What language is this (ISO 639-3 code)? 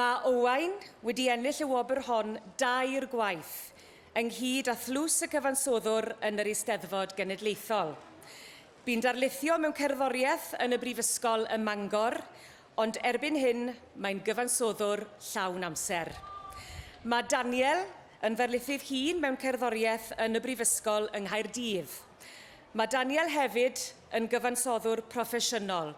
cym